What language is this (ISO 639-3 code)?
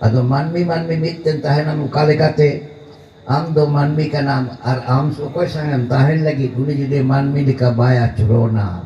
sat